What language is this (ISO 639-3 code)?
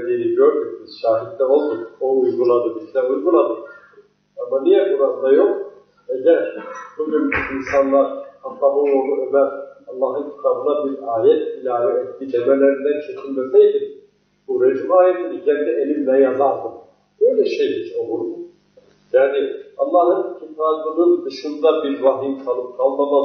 tur